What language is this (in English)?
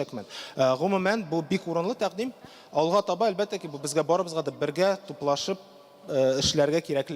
Tatar